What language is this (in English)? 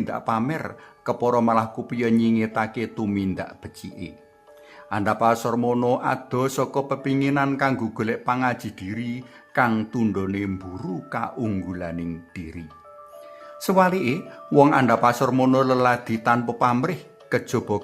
Javanese